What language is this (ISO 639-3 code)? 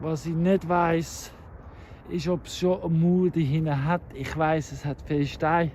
gsw